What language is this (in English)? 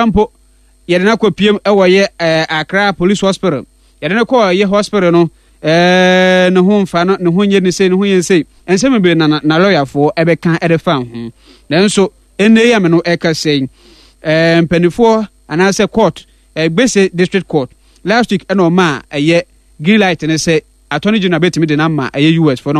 Akan